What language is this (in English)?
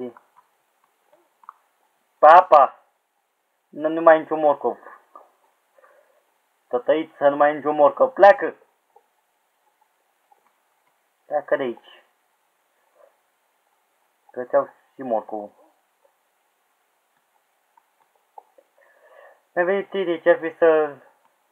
Romanian